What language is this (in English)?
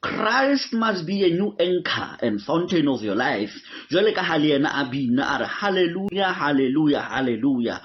Southern Sotho